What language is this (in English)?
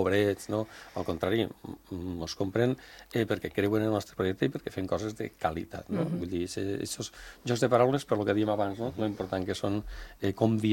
Catalan